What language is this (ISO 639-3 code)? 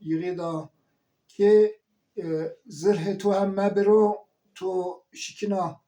zza